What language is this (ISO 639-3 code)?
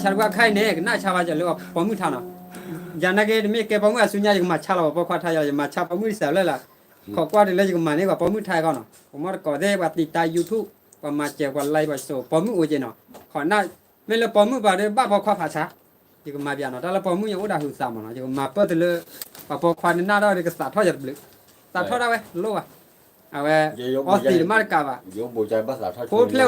ksw